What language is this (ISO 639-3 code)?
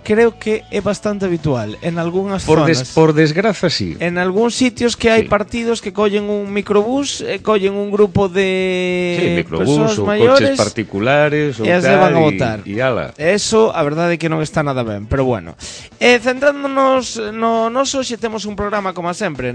glg